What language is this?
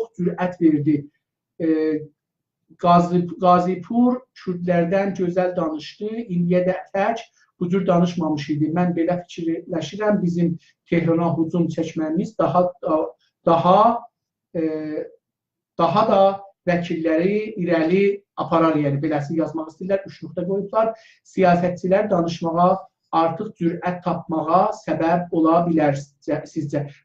South Azerbaijani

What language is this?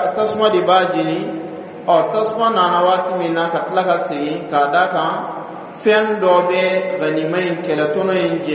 Dyula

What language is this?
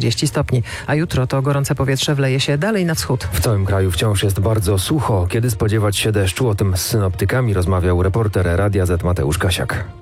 Polish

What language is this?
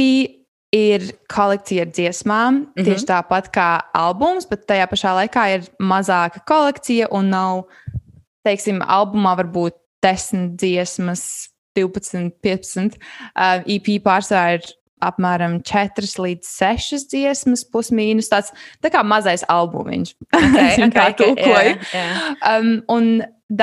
Latvian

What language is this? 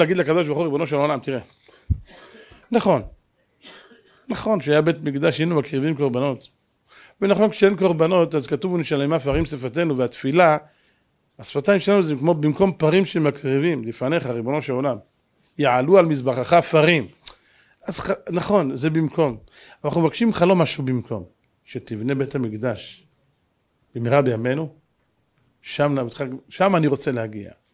Hebrew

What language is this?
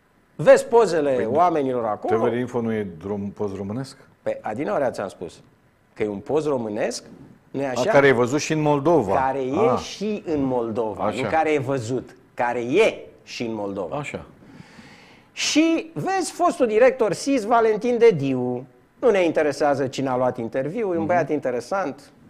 Romanian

